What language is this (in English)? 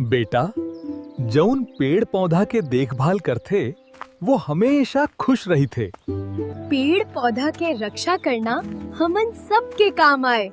Chhattisgarhi